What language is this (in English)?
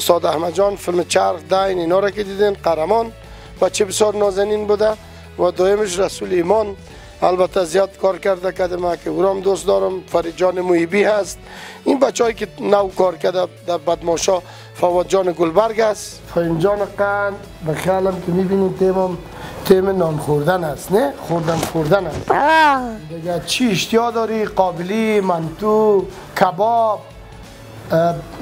Persian